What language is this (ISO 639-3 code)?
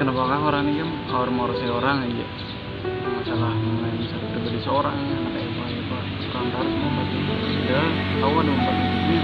bjn